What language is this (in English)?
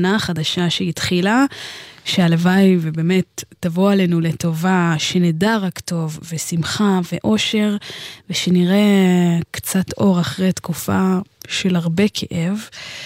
Hebrew